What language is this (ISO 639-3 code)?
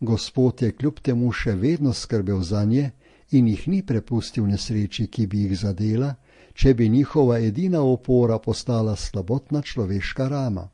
slv